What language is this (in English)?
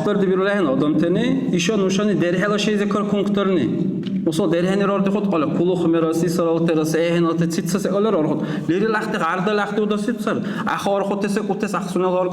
Dargwa